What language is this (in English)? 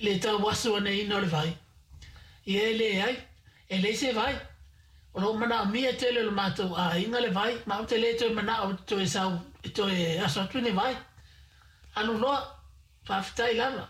Samoan